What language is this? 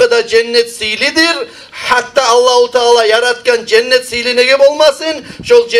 Kumyk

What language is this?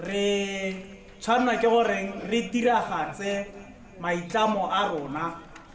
Tswana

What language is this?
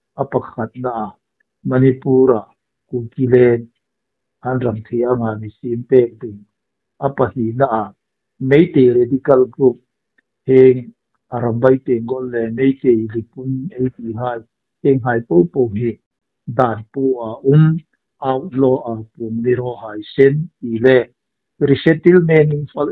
Hmar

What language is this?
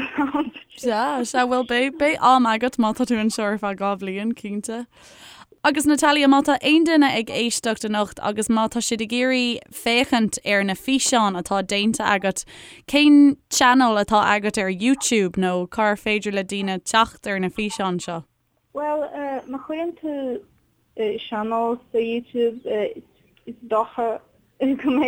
Irish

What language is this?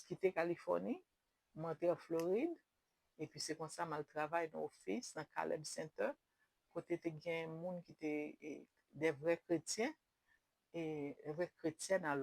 Haitian Creole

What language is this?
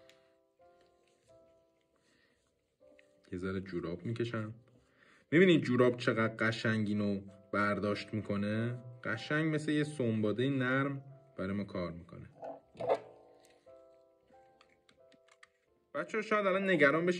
Persian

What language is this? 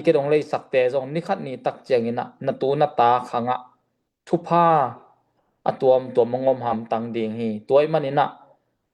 Tedim Chin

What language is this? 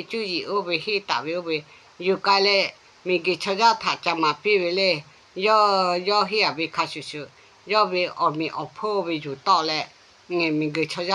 Lahu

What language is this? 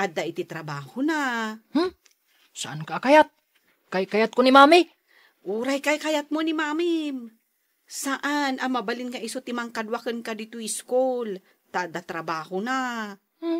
Iloko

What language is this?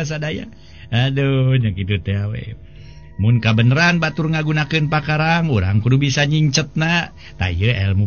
Sundanese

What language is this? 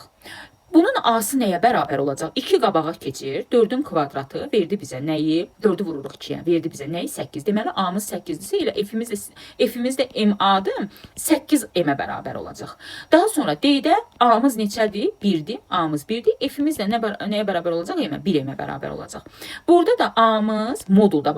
Azerbaijani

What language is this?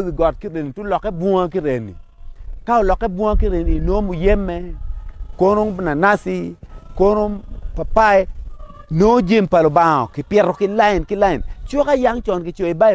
Acoli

